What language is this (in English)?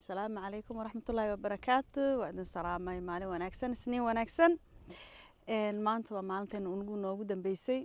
Somali